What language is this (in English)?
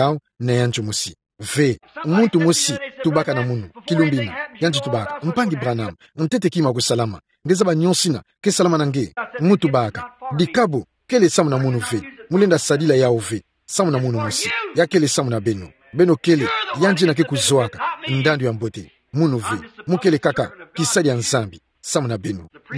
Kituba (Democratic Republic of Congo)